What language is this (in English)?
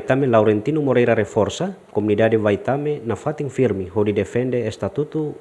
Tetum